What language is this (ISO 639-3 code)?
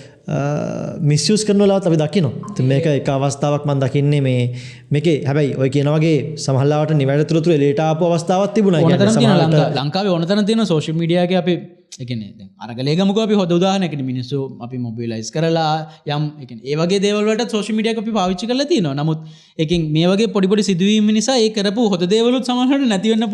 sin